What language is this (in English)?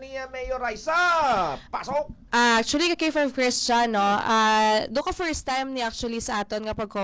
Hiligaynon